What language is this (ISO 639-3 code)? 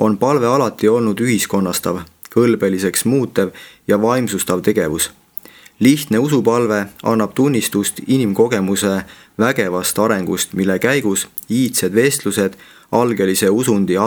est